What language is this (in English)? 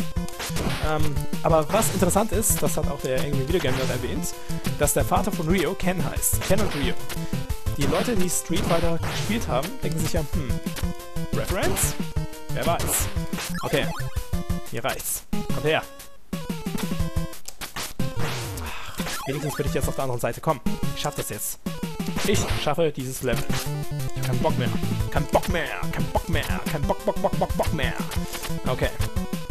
German